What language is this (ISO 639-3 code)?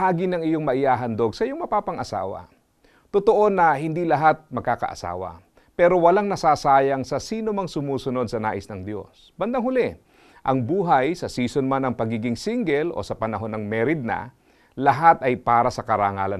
fil